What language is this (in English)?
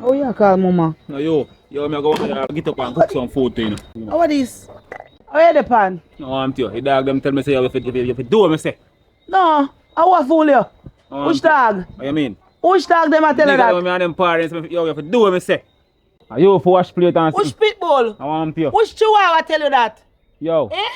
Jamaican Creole English